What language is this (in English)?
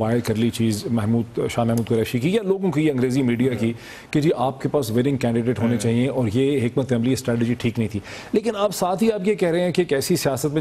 Urdu